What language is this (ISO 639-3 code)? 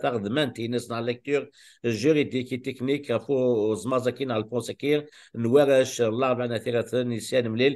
kab